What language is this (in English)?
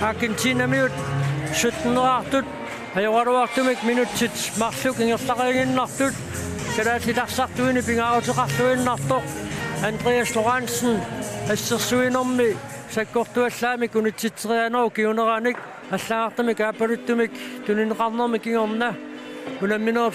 Kalaallisut